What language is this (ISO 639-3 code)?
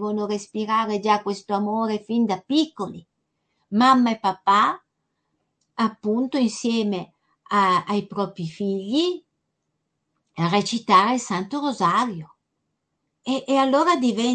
ita